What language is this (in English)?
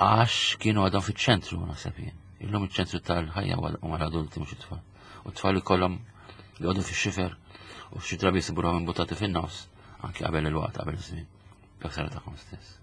Maltese